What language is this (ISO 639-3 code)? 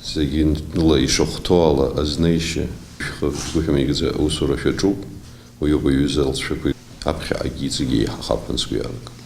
abk